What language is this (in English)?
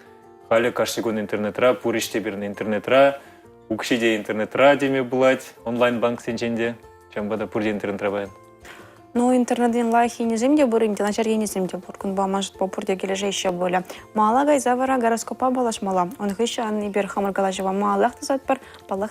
Chuvash